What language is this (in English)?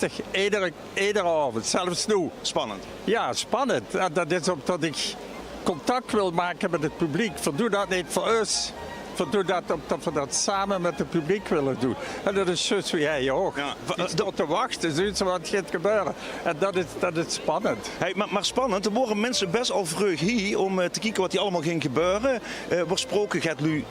Limburgish